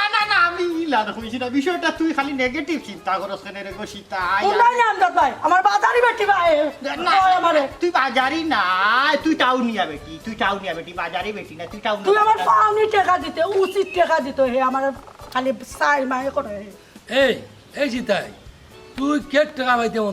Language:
Sylheti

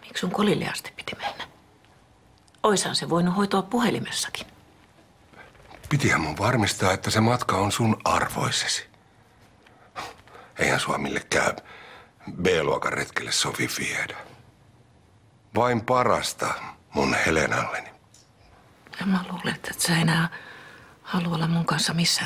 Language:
Finnish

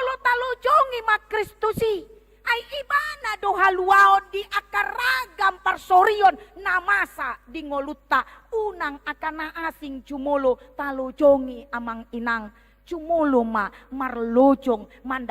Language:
Batak Toba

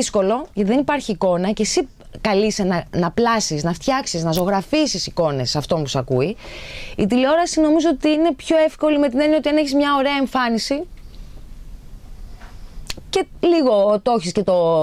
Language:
Greek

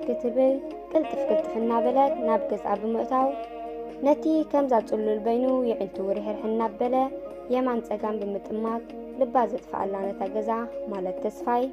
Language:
Tigrinya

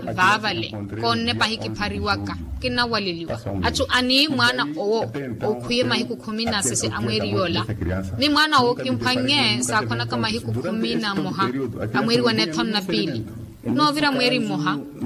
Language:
Makhuwa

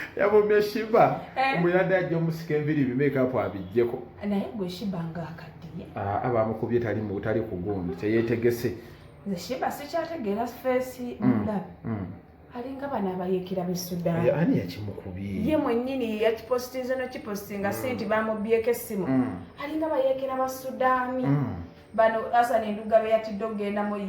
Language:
Ganda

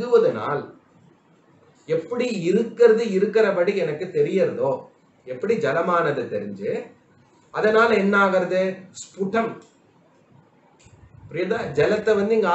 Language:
Tamil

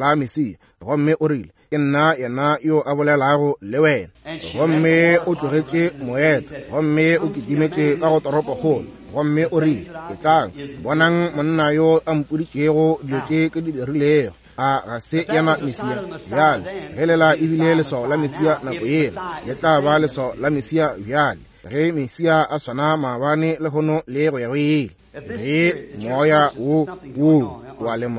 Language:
Northern Sotho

